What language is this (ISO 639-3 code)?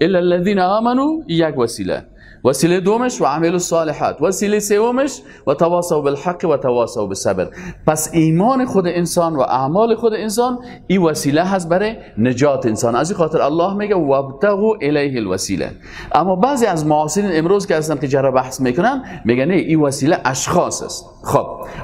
fas